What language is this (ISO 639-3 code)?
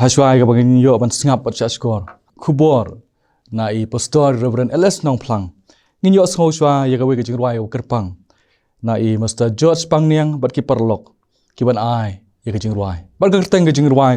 kha